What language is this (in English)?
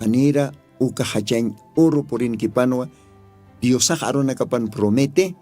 Aymara